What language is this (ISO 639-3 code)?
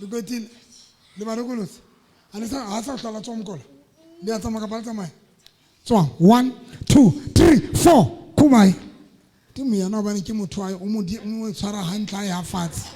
sot